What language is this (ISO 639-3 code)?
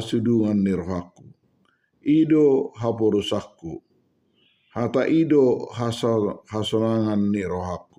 bbc